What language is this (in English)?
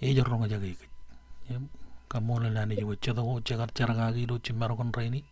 Marshallese